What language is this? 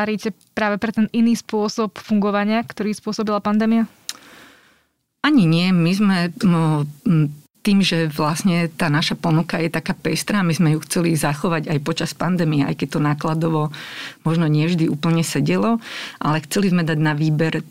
Slovak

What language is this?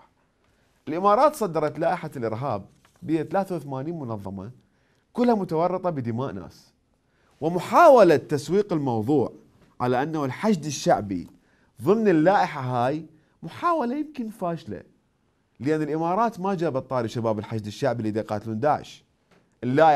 Mesopotamian Arabic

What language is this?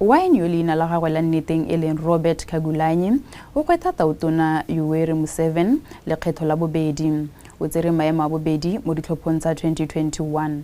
Tswana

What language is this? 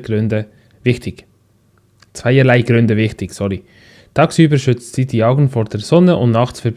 Swiss German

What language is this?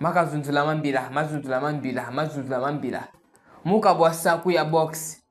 Chokwe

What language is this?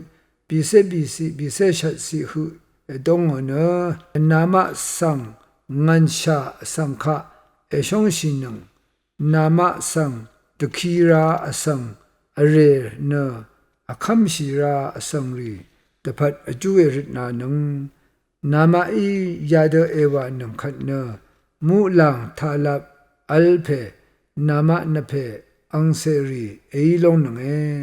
Rawang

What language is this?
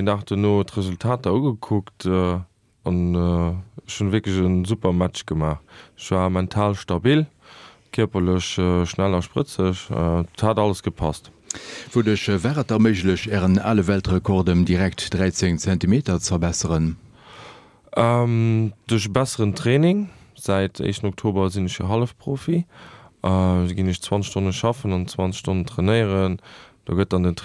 Luxembourgish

